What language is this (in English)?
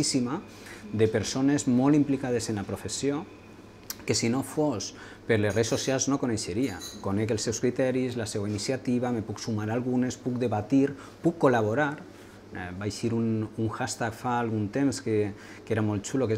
Catalan